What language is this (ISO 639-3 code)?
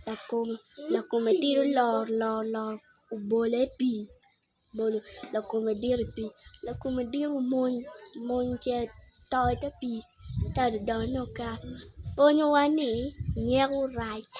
ach